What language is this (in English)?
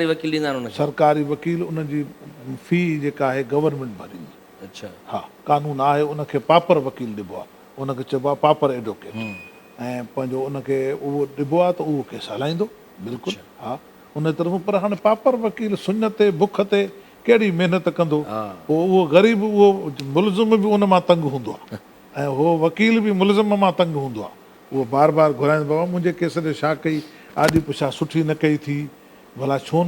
Sindhi